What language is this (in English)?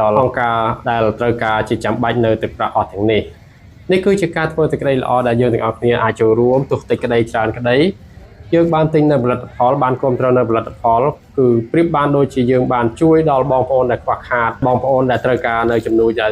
Khmer